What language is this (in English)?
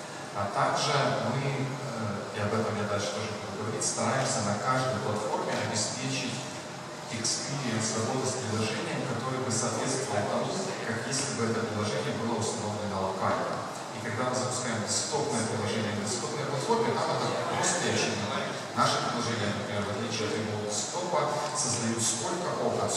Russian